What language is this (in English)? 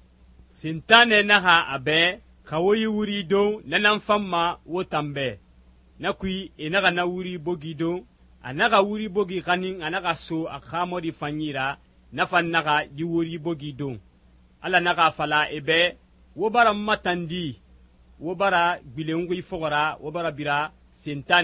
Susu